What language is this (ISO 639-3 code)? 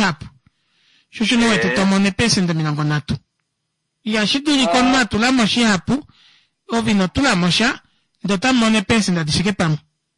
kua